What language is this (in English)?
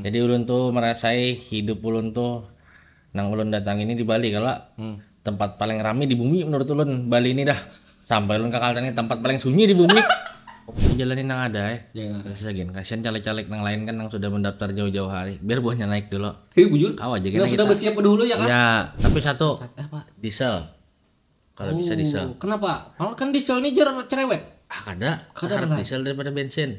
Banjar